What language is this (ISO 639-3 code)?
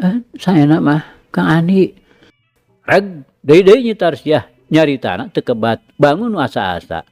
sun